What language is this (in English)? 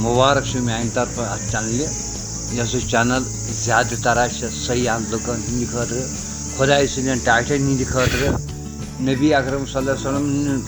Kashmiri